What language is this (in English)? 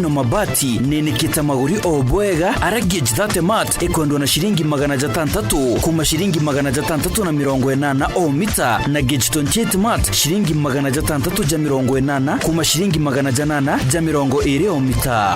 Meru